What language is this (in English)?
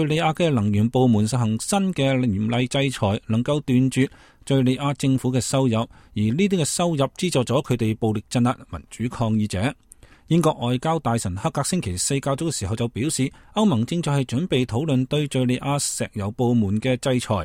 Cantonese